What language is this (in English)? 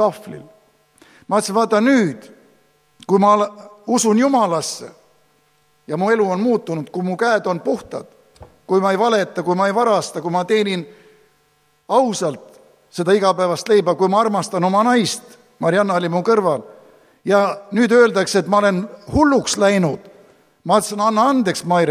Estonian